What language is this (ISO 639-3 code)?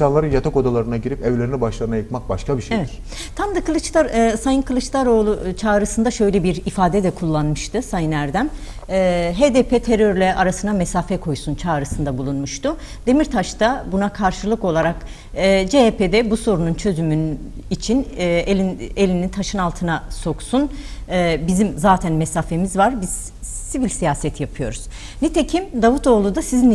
tur